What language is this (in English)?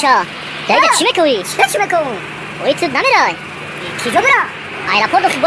Tajik